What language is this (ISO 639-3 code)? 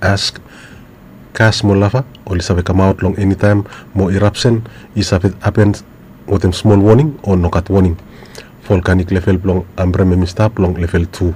bis